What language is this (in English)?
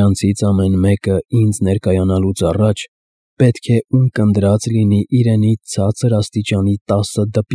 Armenian